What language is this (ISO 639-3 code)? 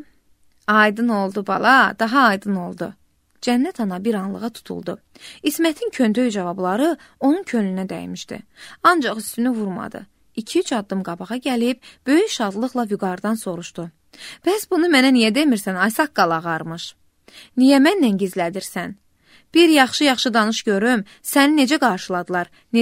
aze